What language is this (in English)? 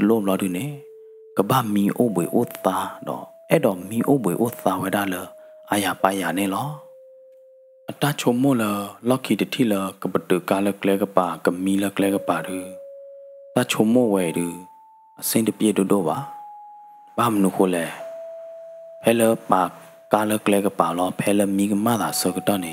S'gaw Karen